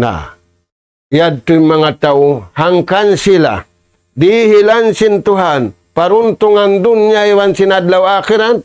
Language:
Tausug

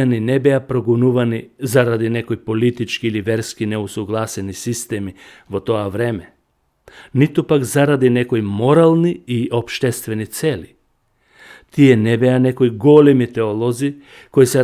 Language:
Macedonian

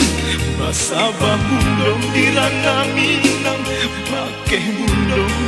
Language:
Minangkabau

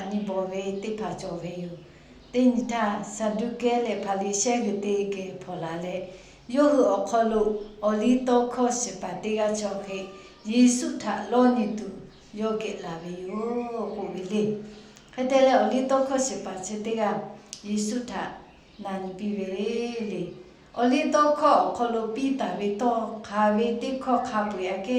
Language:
Lahu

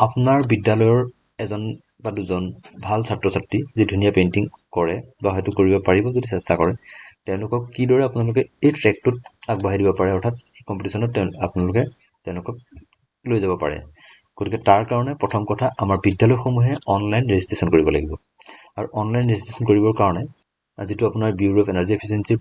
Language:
Assamese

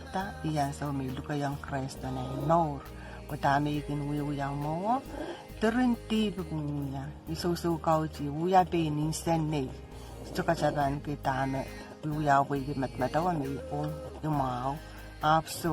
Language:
Pohnpeian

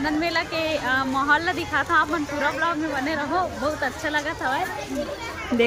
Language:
Chhattisgarhi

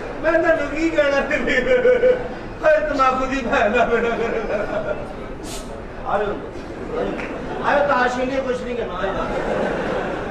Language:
Punjabi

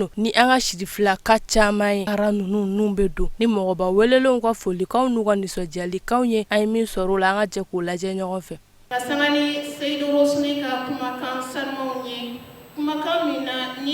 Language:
Bambara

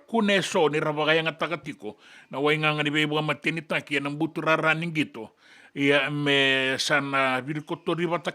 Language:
Fijian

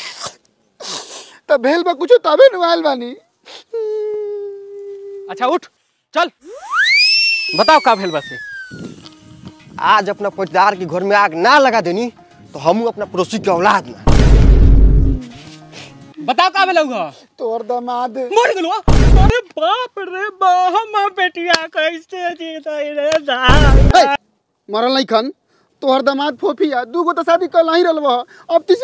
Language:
Bhojpuri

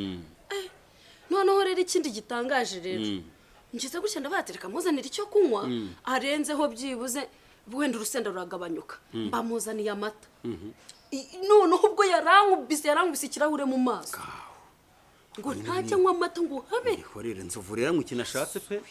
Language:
Kinyarwanda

